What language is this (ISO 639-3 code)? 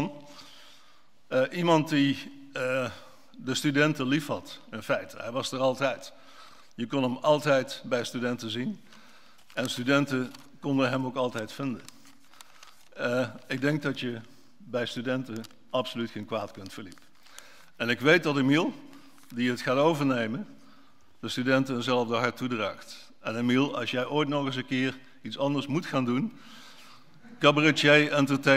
nld